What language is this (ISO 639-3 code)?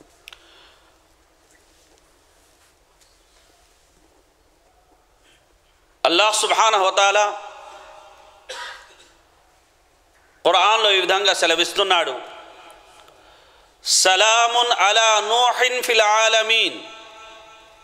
tel